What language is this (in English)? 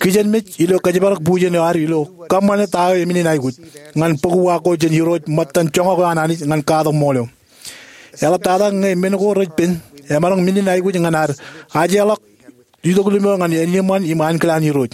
Marshallese